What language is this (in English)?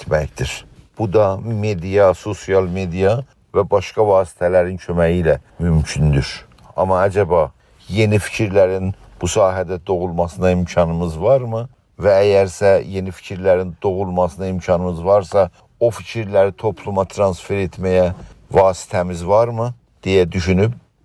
South Azerbaijani